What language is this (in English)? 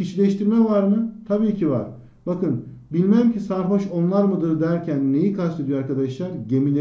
Turkish